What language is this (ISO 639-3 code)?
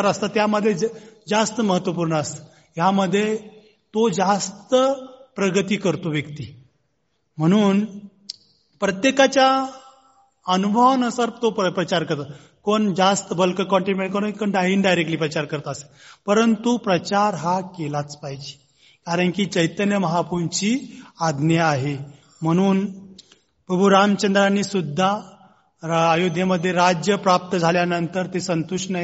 mar